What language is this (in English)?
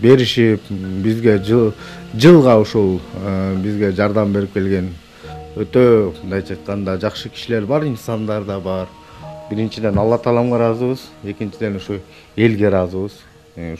Kyrgyz